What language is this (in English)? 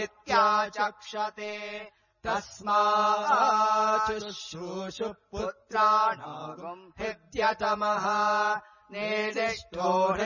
Sanskrit